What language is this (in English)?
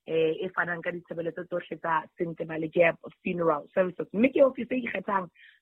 Southern Sotho